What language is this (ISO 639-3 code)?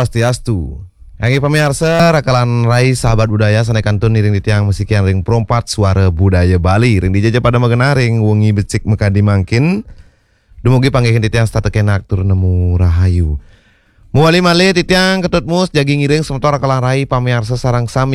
ban